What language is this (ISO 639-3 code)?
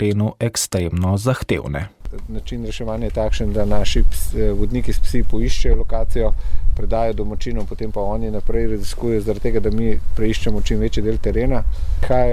slv